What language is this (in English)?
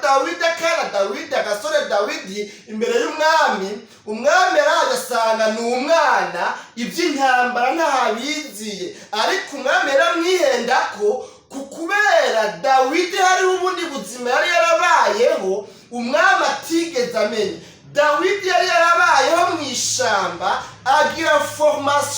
Rundi